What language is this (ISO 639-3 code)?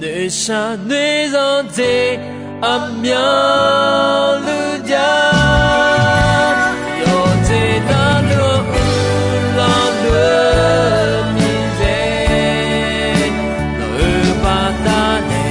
ahk